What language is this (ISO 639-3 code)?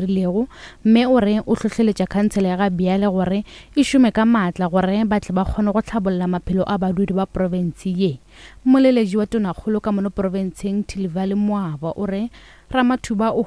nso